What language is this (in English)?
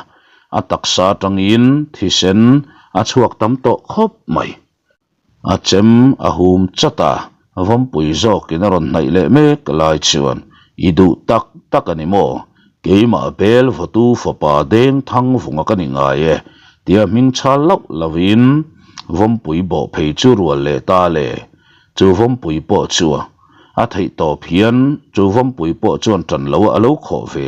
Mizo